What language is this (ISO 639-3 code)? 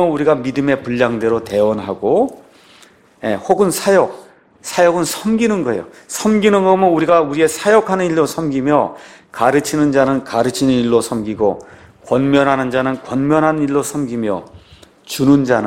kor